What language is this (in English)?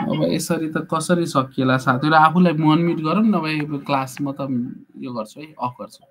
Nepali